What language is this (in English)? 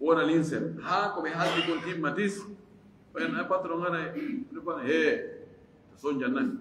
Fula